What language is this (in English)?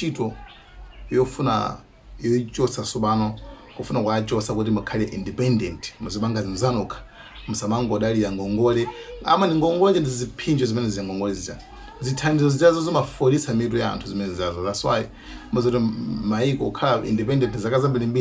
Nyanja